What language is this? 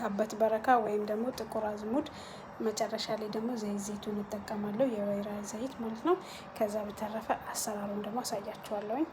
Amharic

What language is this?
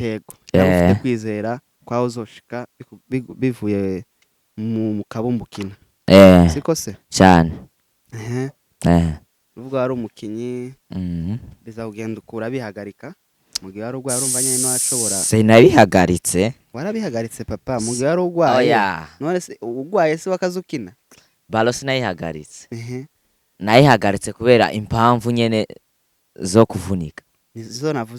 Rundi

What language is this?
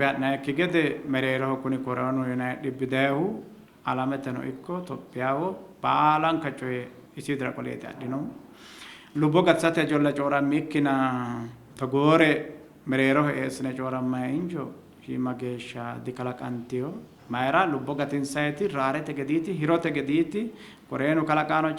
Sidamo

